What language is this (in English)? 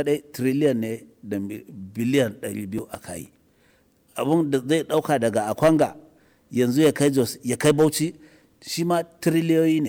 Hausa